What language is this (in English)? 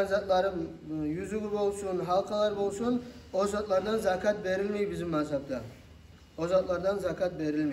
Kumyk